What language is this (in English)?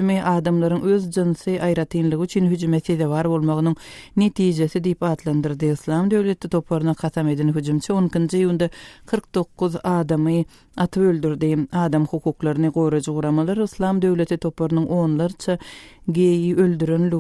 Turkmen